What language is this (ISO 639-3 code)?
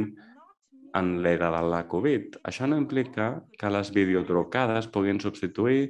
cat